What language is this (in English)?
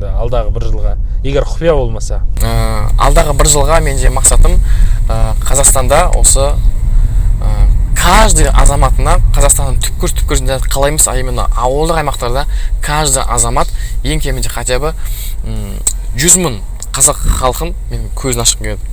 Kazakh